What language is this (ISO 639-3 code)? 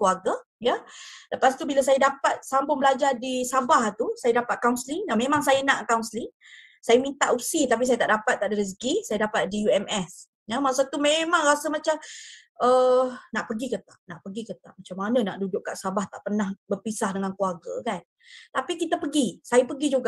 msa